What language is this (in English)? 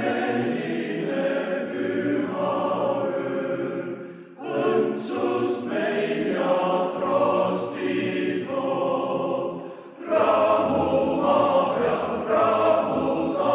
Estonian